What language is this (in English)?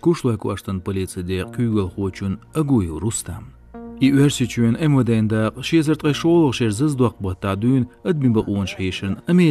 Chechen